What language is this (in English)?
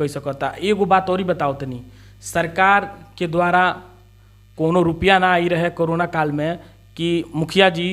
Bhojpuri